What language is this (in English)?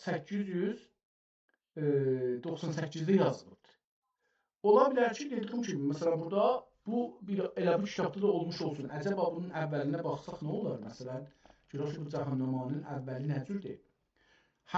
South Azerbaijani